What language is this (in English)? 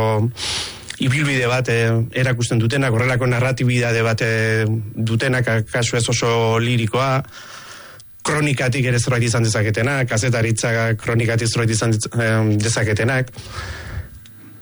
Basque